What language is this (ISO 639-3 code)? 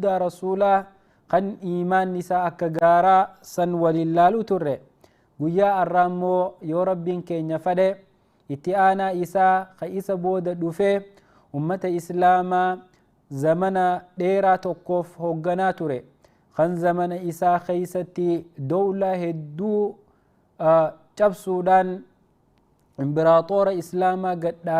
orm